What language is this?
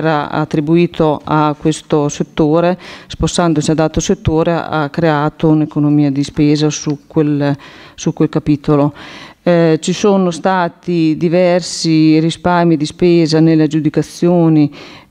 Italian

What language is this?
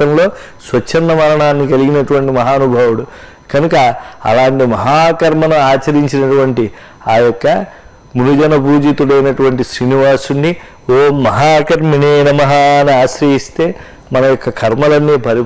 Telugu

